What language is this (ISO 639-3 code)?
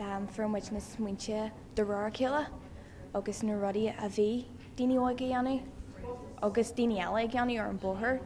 gle